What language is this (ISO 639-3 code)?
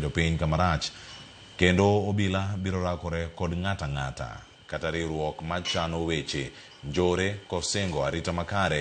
luo